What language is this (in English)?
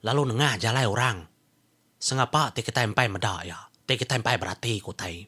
Iban